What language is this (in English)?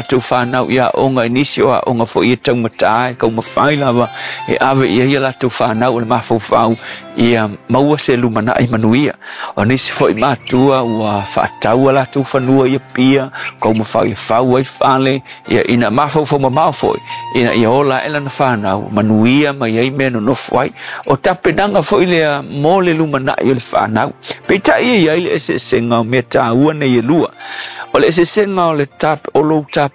Samoan